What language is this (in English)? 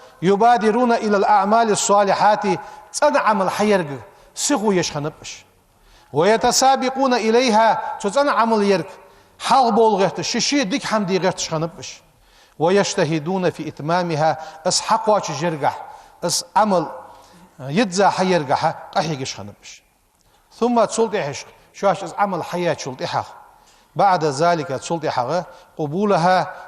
Ingush